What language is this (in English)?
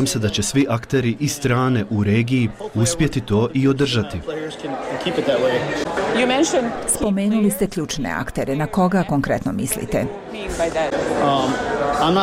Bosnian